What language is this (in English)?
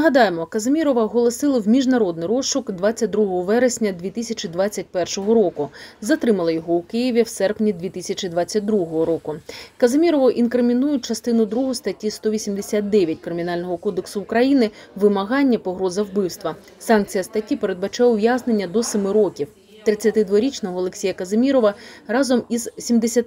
Ukrainian